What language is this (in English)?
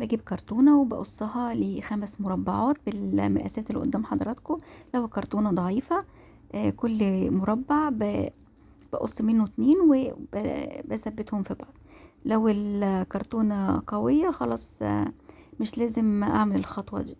Egyptian Arabic